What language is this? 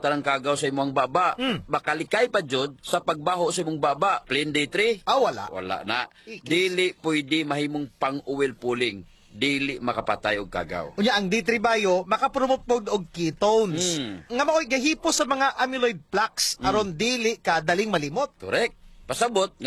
Cebuano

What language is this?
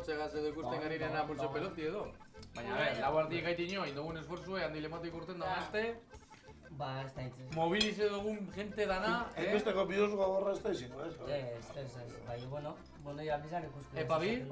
Basque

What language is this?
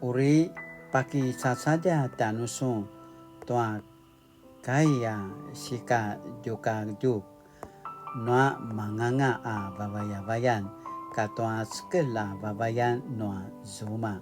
Paiwan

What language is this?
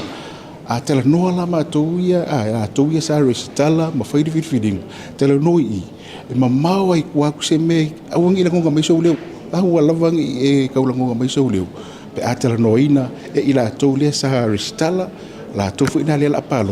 Samoan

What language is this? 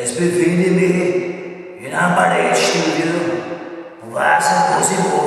Bavarian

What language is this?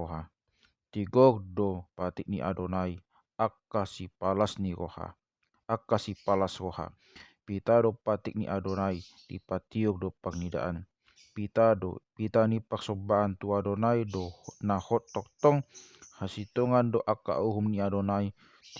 Batak Toba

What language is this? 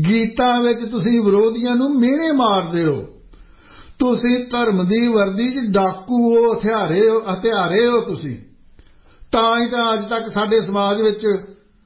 Punjabi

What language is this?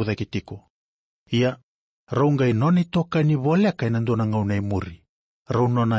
Fijian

